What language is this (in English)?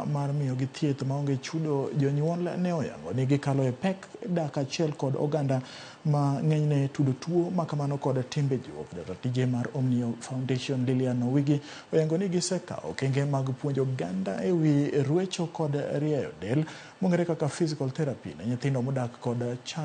Luo (Kenya and Tanzania)